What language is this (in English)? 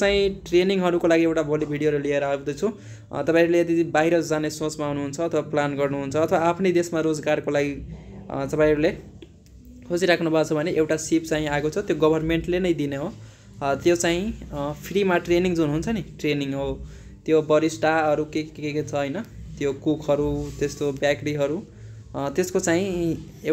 Nepali